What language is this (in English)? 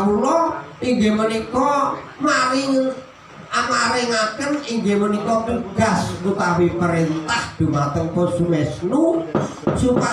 Javanese